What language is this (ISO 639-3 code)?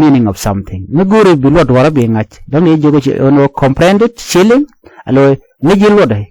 nus